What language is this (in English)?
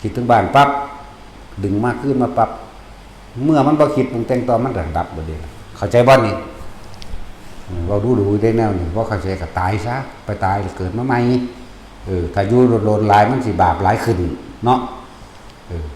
Northeastern Thai